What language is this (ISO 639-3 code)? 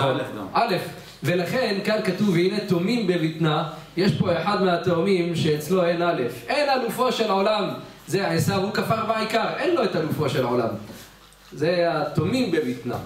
heb